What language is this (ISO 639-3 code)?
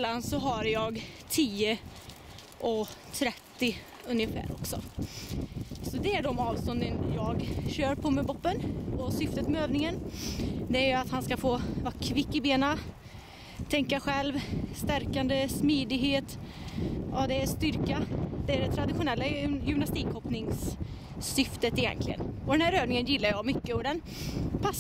swe